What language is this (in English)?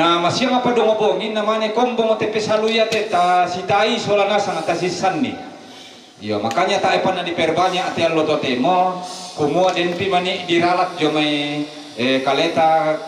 Toraja-Sa'dan